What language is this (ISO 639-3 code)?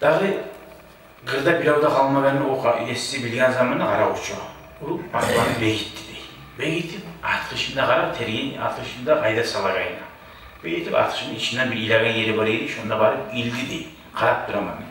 kum